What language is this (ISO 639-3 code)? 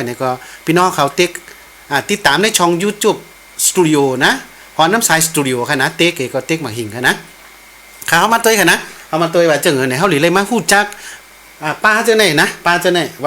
shn